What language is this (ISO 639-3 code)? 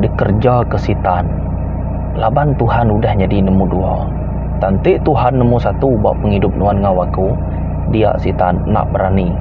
iba